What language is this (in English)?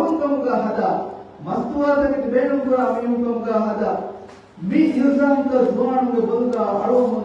Divehi